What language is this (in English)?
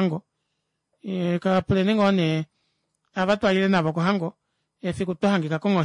Kuanyama